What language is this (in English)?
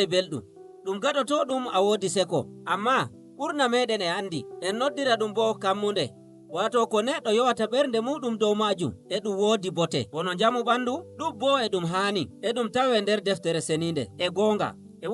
Nigerian Fulfulde